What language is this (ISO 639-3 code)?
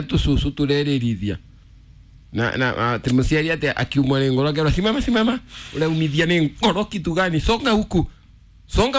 kik